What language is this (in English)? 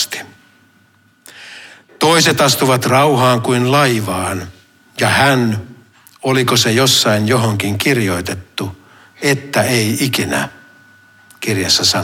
Finnish